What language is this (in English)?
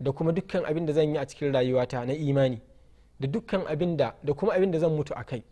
Hausa